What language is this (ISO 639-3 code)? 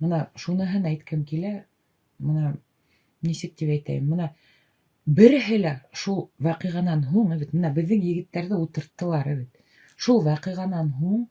bak